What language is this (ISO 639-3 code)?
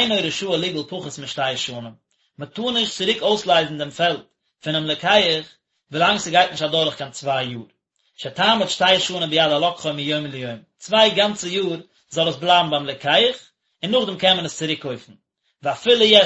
yid